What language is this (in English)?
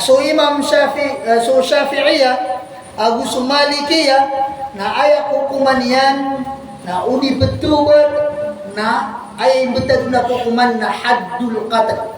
Maranao